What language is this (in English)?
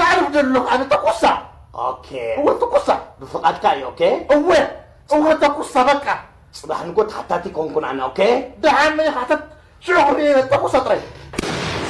Tigrinya